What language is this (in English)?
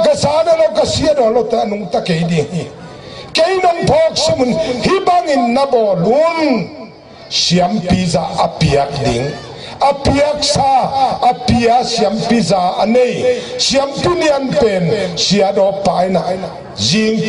Tedim Chin